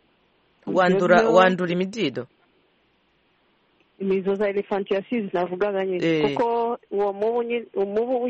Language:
Kinyarwanda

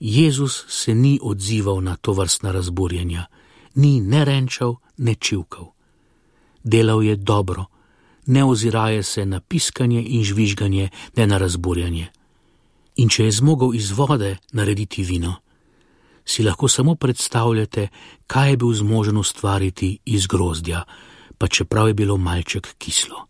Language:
Slovenian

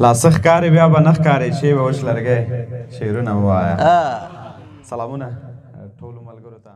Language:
Pashto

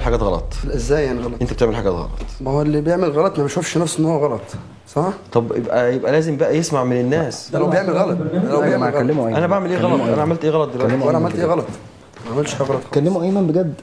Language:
Egyptian Arabic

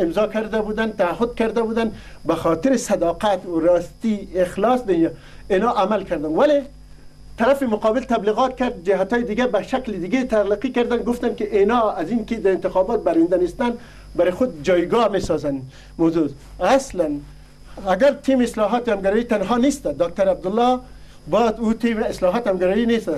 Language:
Persian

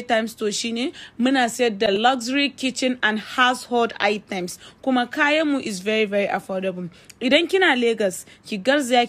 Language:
Hausa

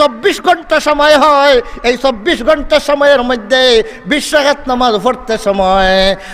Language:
Sylheti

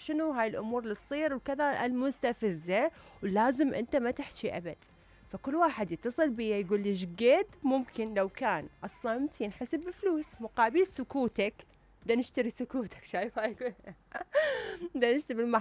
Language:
Mesopotamian Arabic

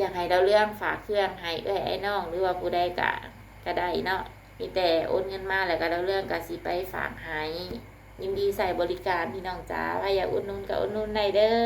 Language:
Lao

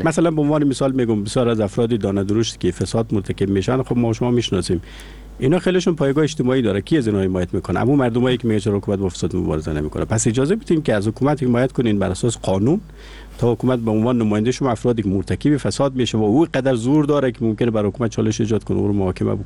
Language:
Persian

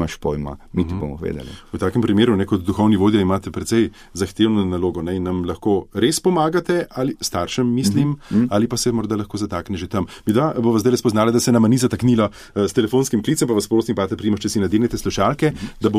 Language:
Slovenian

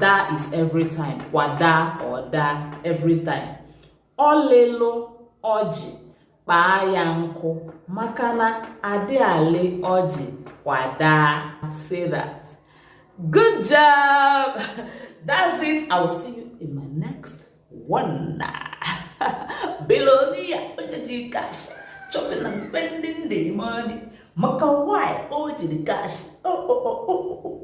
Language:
Igbo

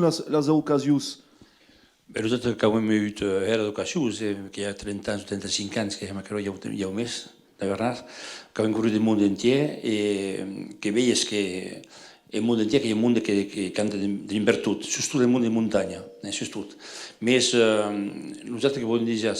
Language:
Occitan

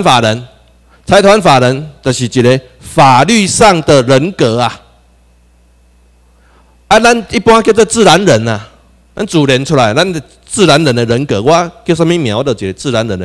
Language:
Chinese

